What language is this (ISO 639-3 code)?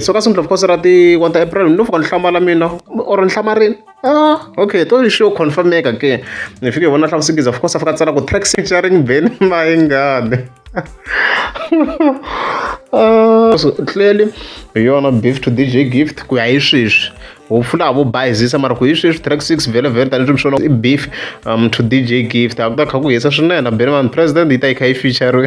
tso